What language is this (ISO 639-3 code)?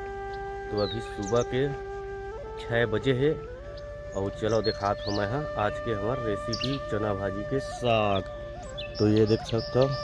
hne